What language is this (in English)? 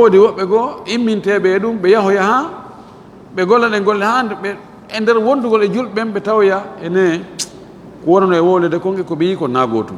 Fula